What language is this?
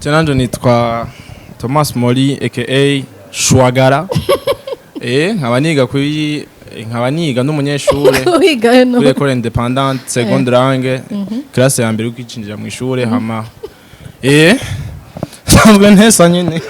Rundi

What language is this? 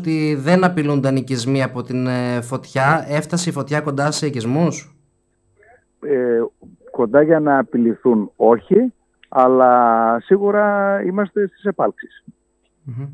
Greek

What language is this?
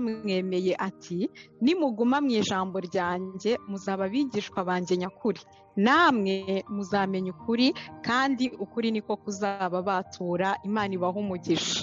Kinyarwanda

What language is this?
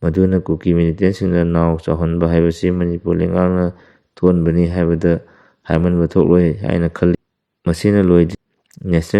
Manipuri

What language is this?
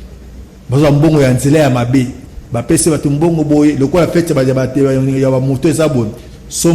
Lingala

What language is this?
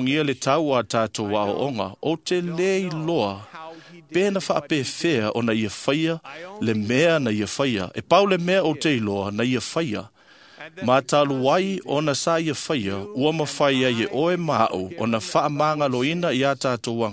Samoan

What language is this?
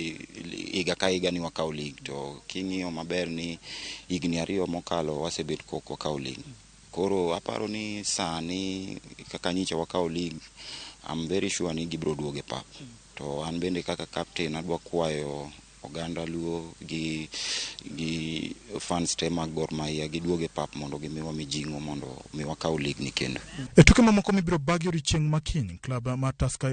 Luo (Kenya and Tanzania)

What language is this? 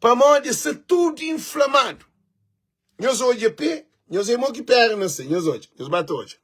Kabuverdianu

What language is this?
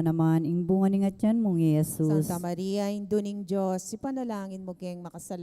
Pampanga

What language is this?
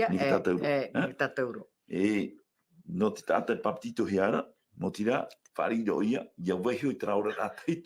Tahitian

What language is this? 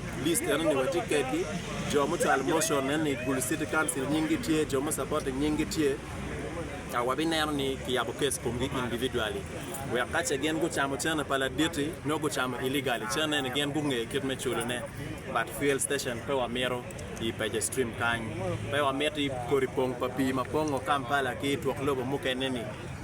Acoli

